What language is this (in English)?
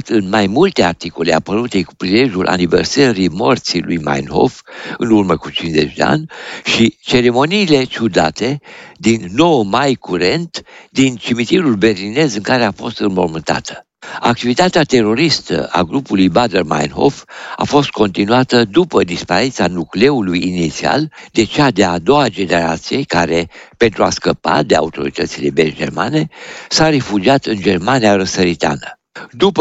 Romanian